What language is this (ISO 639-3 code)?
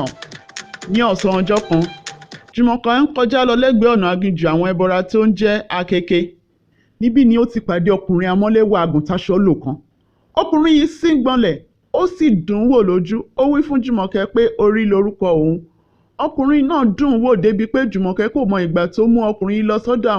yor